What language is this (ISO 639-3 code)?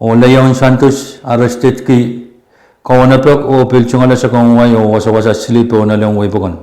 pon